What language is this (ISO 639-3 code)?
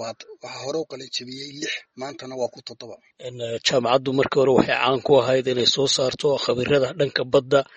som